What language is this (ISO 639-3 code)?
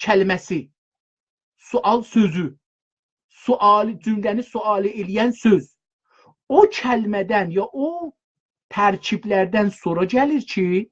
azb